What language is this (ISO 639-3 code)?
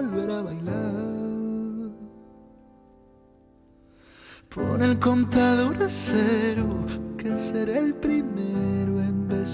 spa